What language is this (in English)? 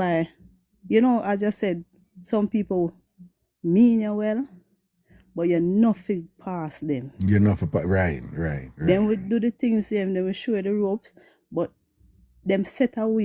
Jamaican Creole English